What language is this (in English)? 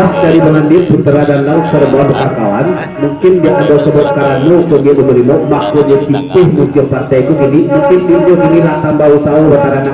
Minangkabau